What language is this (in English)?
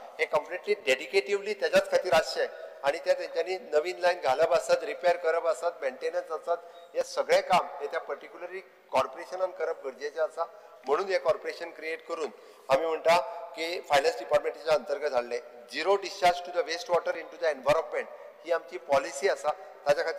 Konkani